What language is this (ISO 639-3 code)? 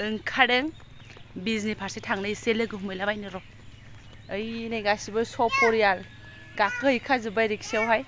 brx